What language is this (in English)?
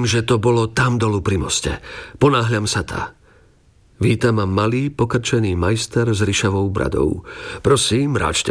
Slovak